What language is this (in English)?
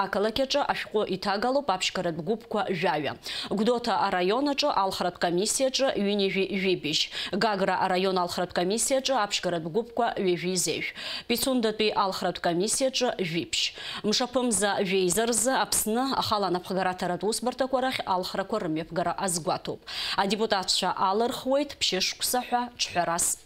Abkhazian